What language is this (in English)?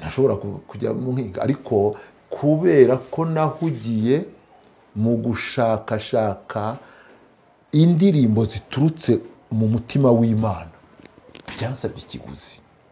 Kinyarwanda